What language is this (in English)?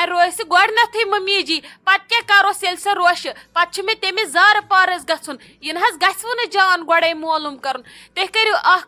Kashmiri